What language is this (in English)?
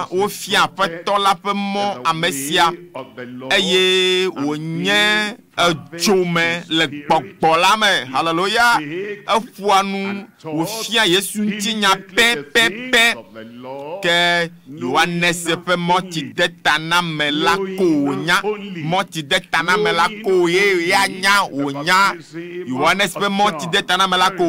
Ewe